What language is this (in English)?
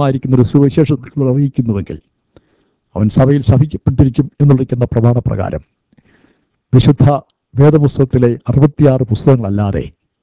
Malayalam